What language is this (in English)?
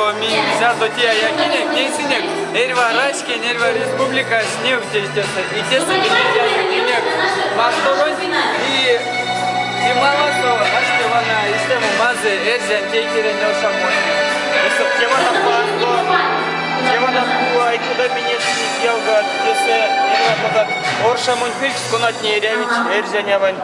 Erzya